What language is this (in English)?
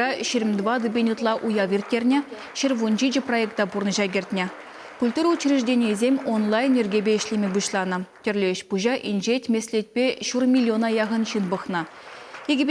Chuvash